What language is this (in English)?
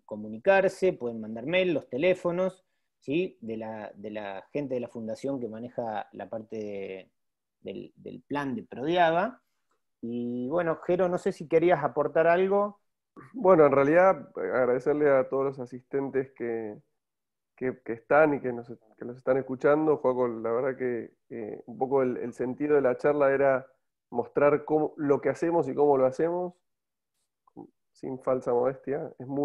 Spanish